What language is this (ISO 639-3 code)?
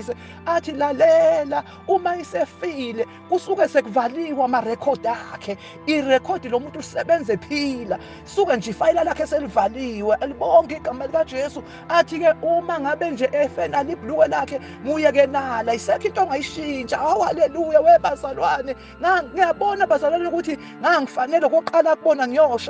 zul